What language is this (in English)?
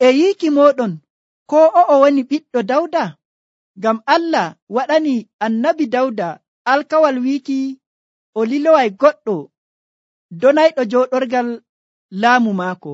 Nigerian Fulfulde